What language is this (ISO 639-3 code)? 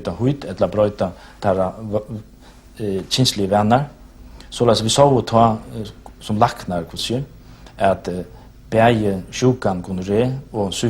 fao